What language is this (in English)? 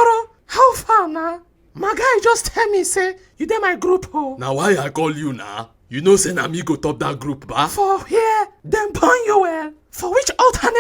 Nigerian Pidgin